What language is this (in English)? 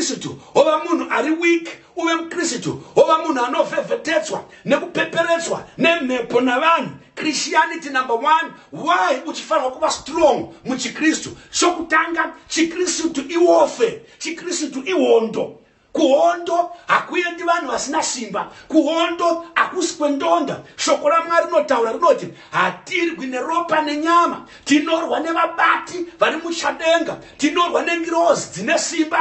Shona